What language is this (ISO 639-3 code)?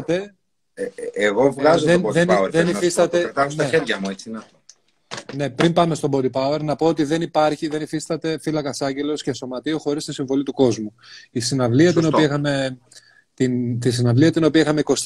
ell